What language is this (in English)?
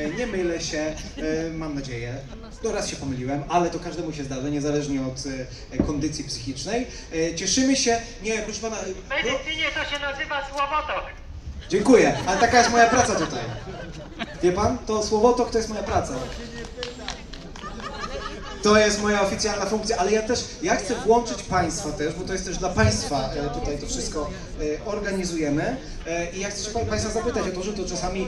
Polish